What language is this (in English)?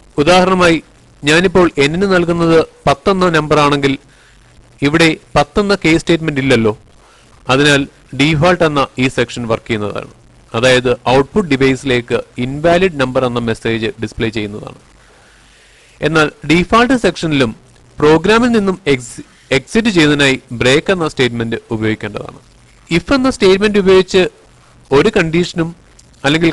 Malayalam